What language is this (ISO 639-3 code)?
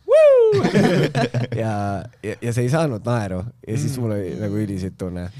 est